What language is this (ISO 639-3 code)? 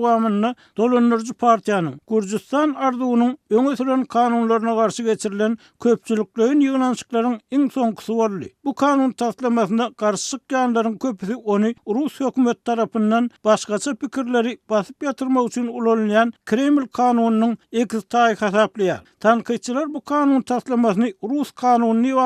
tuk